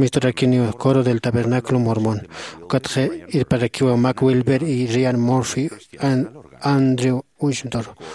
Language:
Aymara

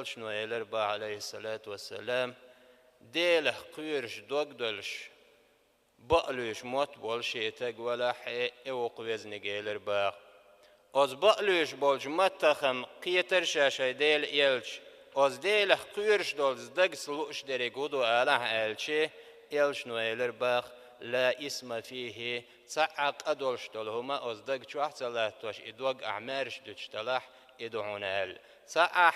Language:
Chechen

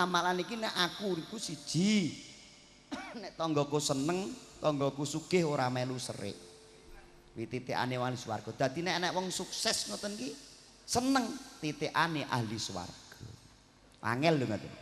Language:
Javanese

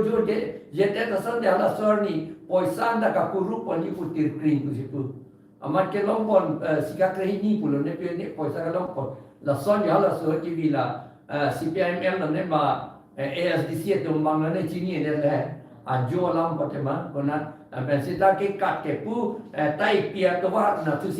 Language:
Karbi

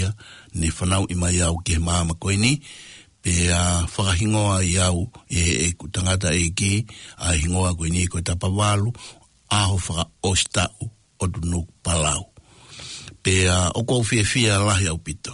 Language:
Tongan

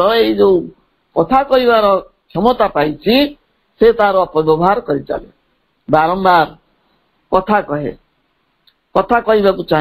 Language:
Odia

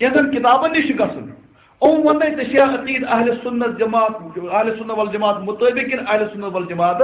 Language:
Kashmiri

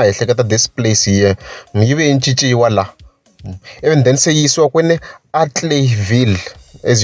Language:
Tsonga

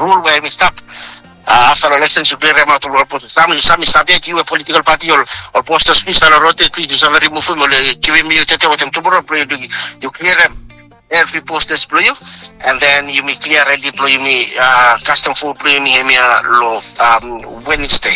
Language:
Bislama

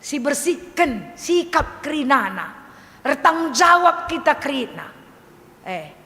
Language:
Batak Karo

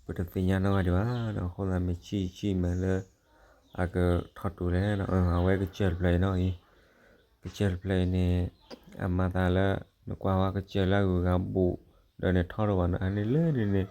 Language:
S'gaw Karen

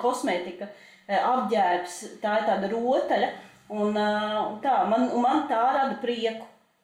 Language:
Latvian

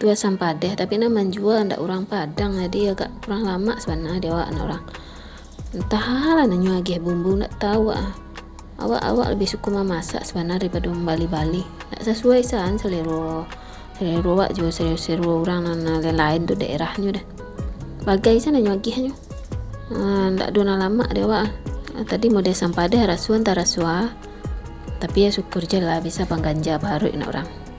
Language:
Minangkabau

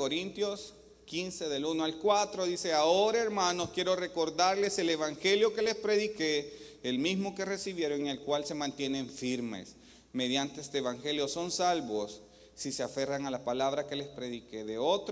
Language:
Spanish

